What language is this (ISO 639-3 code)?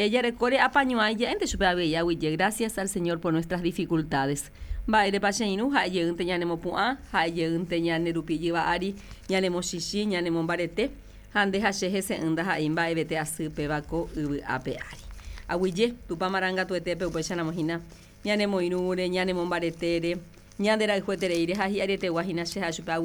grn